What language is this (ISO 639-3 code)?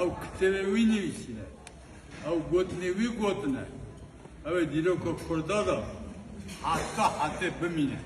kur